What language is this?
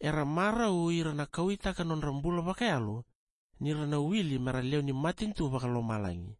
Fijian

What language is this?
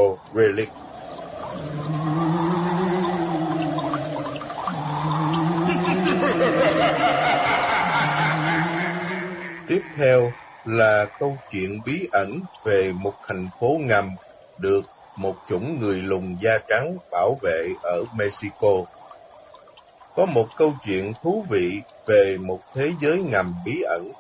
Vietnamese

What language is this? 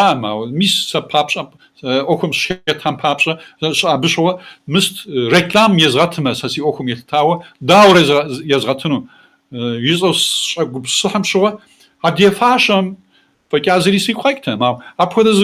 Kabardian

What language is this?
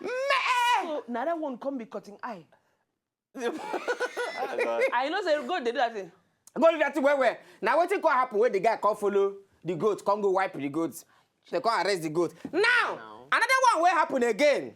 Nigerian Pidgin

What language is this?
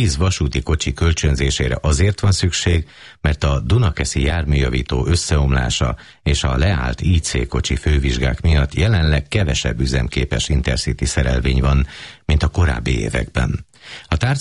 Hungarian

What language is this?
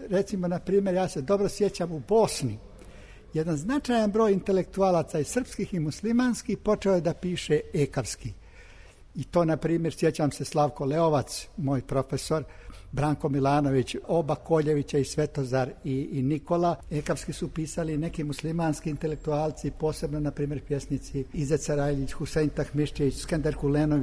Serbian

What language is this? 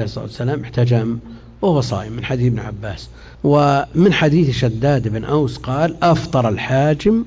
Arabic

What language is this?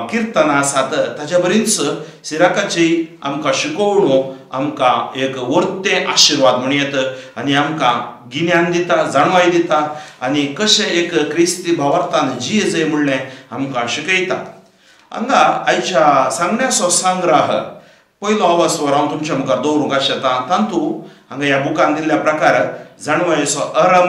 Konkani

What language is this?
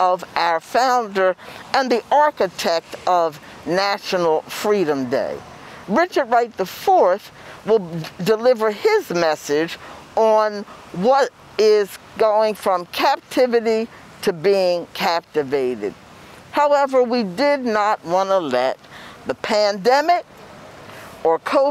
English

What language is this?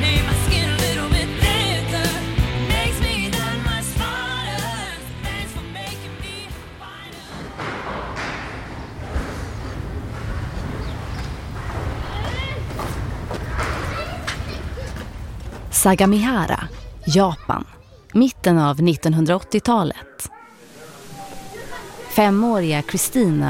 Swedish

